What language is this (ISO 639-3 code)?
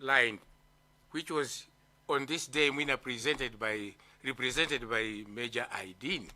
nya